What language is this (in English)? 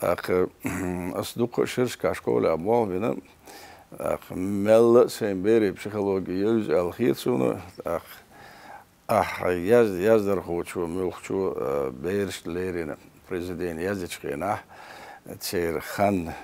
Chechen